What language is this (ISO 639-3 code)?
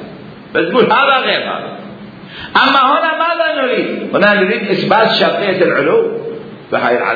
acm